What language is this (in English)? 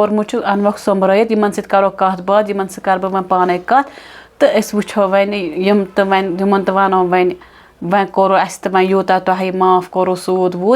Kashmiri